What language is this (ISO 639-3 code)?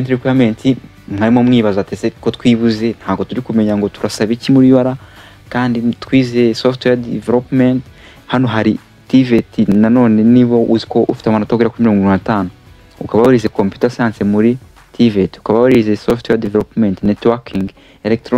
kin